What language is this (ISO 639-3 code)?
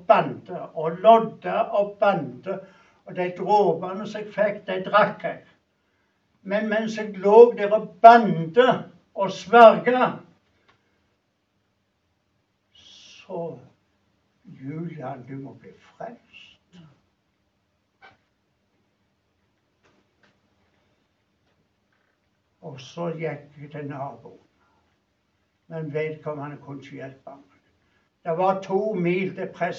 nor